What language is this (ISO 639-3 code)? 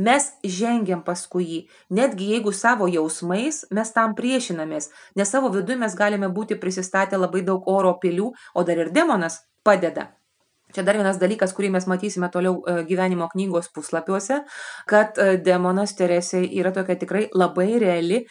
lit